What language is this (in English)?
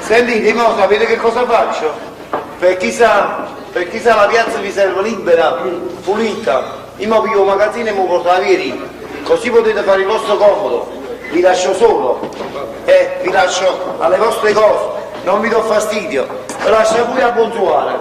Neapolitan